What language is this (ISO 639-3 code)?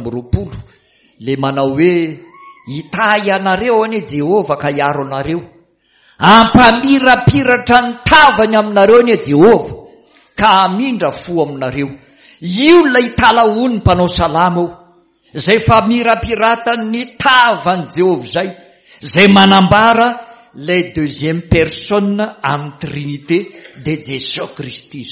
mlg